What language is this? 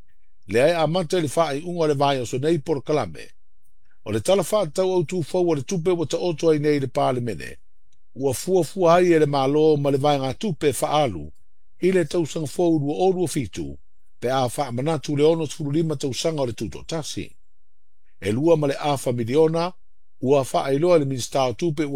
Samoan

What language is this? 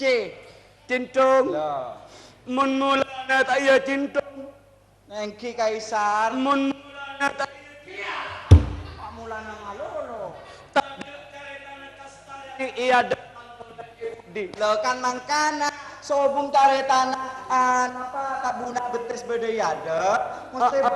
Madurese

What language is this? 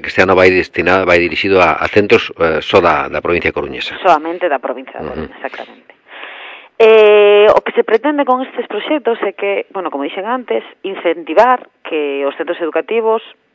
Galician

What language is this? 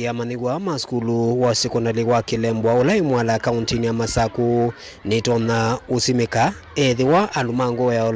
Kamba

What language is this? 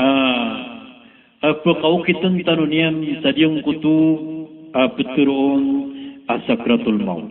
Maranao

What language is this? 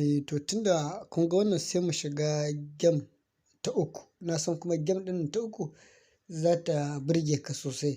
Hausa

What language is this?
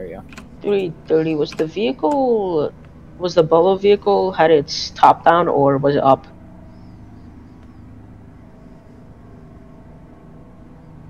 English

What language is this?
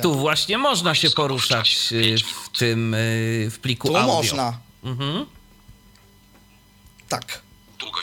Polish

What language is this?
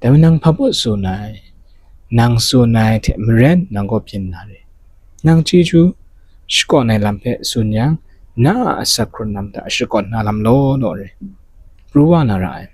Kachin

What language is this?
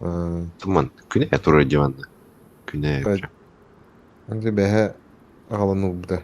Yakut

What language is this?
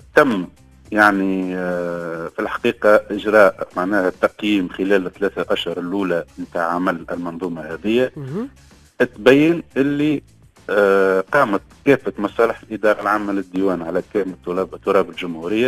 Tunisian Arabic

